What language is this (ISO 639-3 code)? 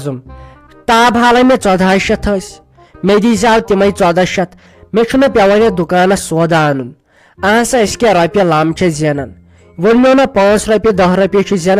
kas